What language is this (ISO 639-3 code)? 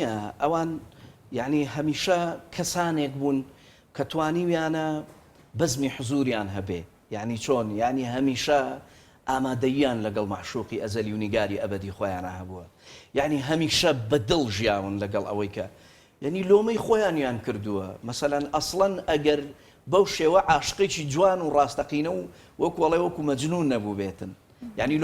ckb